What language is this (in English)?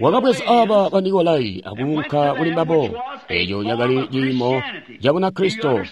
Tonga (Zambia)